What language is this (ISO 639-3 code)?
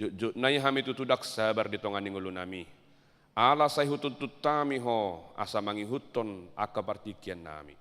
bbc